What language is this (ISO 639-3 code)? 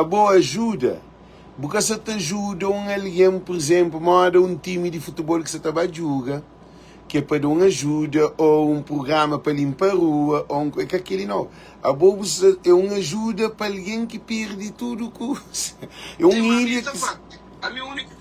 kea